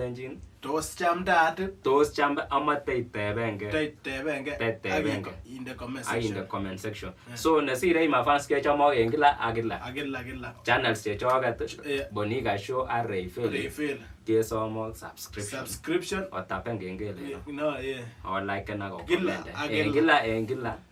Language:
Kalenjin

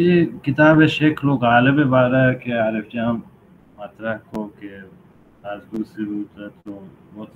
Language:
Baluchi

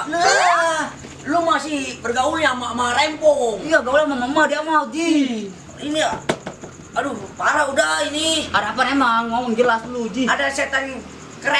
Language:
Betawi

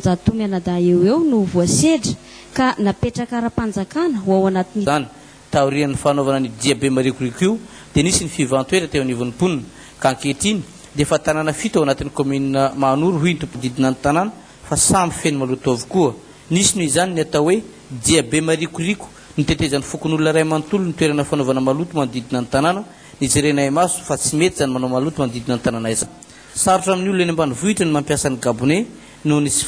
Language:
Malagasy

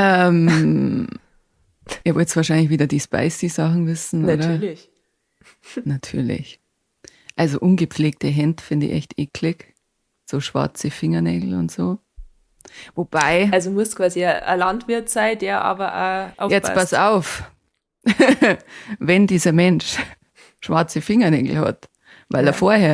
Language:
Bavarian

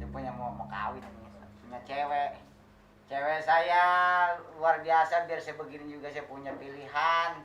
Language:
Betawi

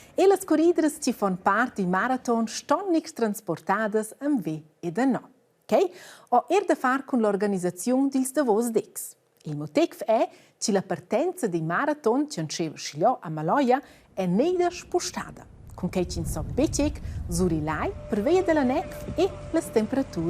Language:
Romansh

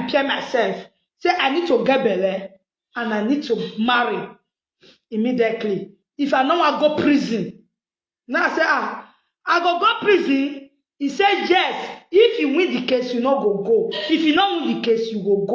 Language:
Nigerian Pidgin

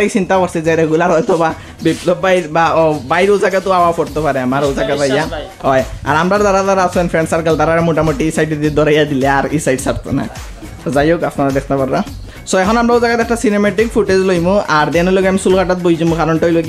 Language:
Sylheti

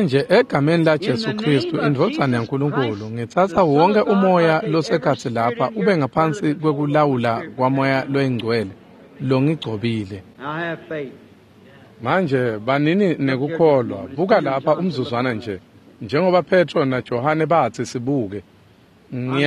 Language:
Swati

